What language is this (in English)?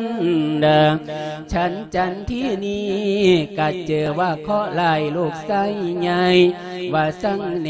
Lao